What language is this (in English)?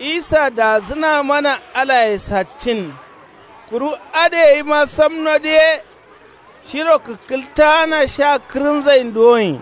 Kanuri